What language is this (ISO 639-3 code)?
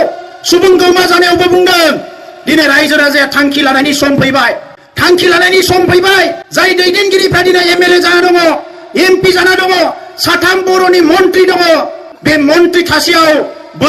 brx